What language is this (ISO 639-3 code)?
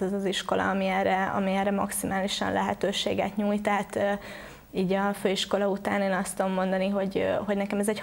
hun